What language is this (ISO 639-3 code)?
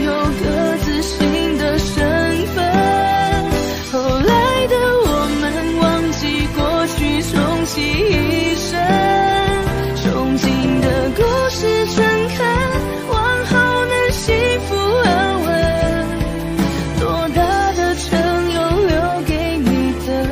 zho